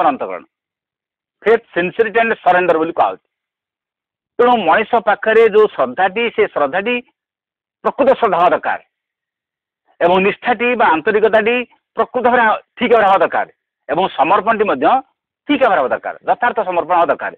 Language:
Odia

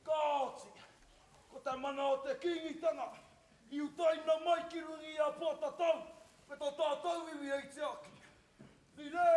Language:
Māori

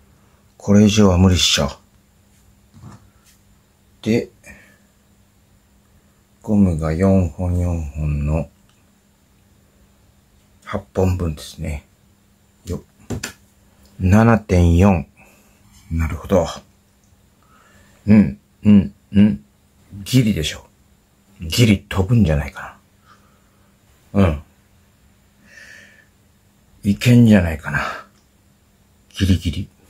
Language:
Japanese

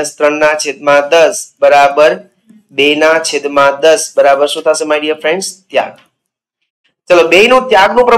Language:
Gujarati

